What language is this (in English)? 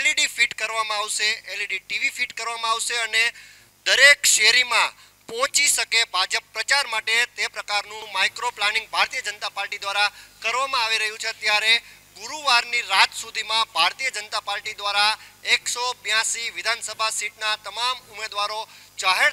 Gujarati